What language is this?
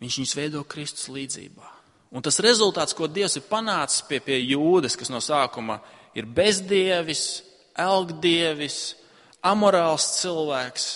Latvian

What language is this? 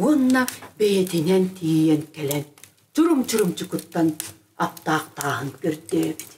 Yakut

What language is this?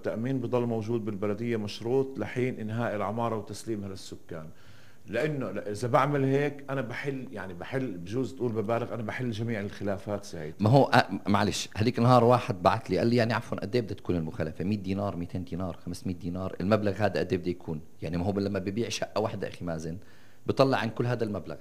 North Levantine Arabic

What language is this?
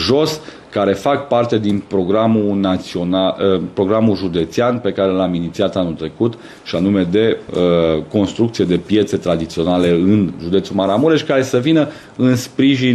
Romanian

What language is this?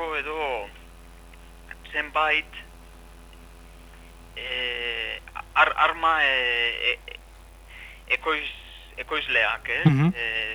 Basque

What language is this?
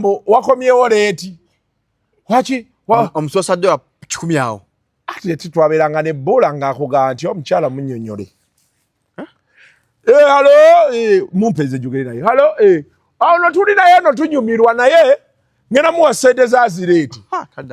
Ganda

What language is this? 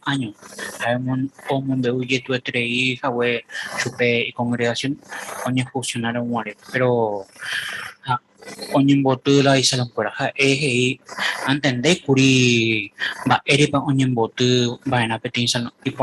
Guarani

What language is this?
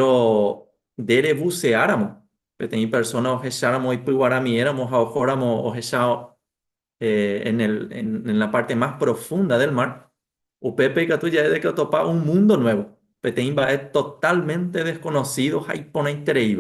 Guarani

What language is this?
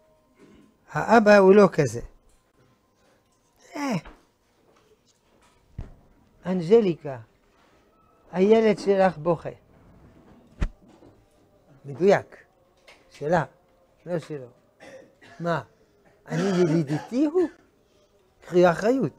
Hebrew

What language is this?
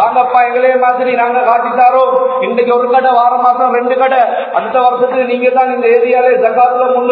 Tamil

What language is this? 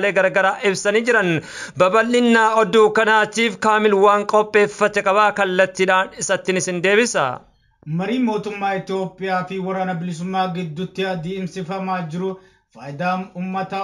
Oromo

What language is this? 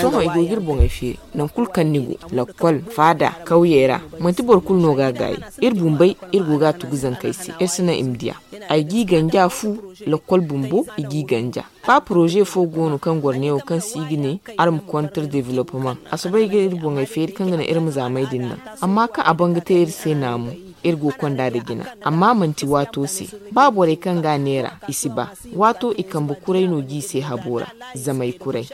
Zarma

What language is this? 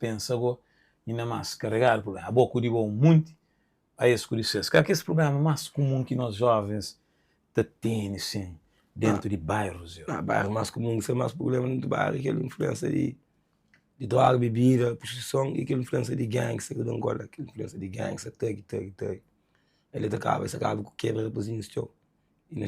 Kabuverdianu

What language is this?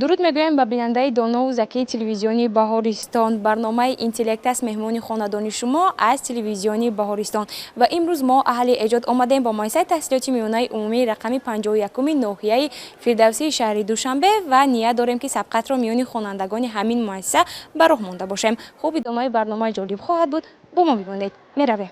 Tajik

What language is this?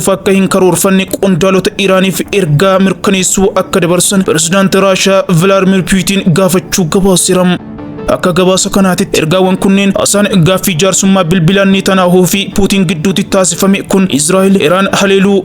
Oromo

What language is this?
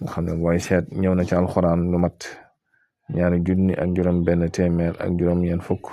Wolof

